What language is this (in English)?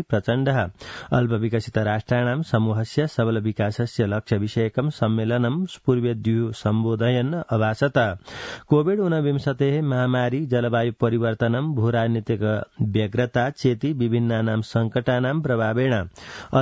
Sanskrit